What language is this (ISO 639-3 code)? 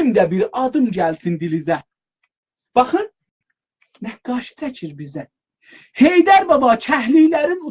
azb